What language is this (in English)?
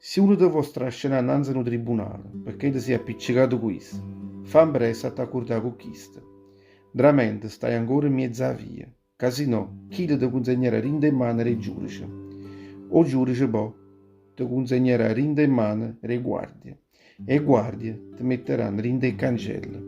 Neapolitan